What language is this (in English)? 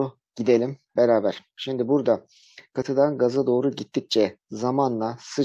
Turkish